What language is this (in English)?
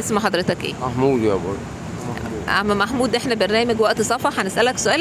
Egyptian Arabic